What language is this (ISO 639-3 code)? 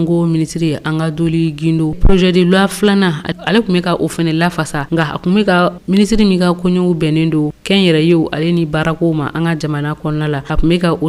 bam